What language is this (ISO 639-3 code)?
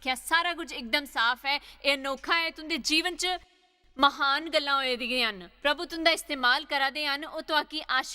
doi